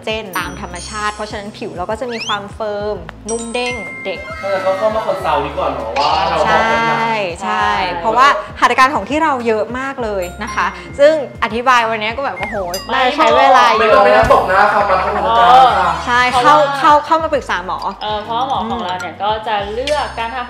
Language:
Thai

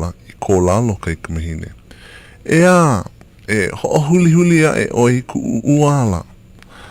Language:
Hawaiian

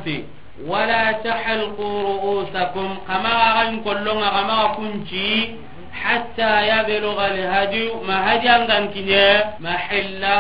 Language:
Soninke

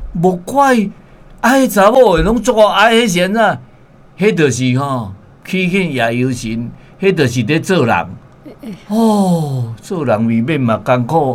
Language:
Min Nan Chinese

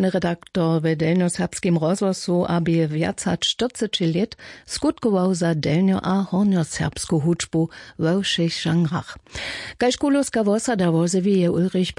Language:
Upper Sorbian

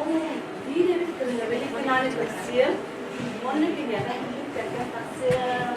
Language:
Yakut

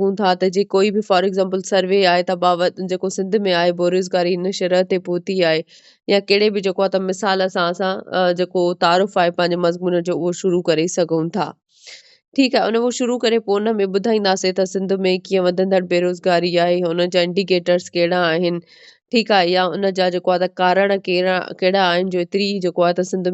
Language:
Sindhi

